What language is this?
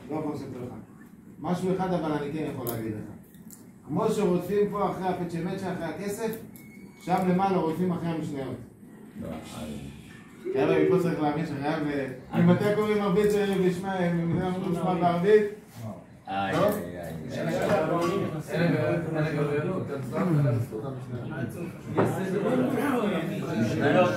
Hebrew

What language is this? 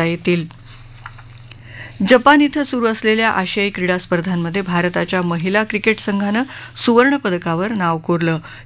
Marathi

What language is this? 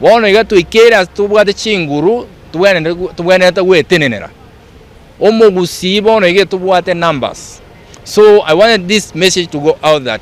Gusii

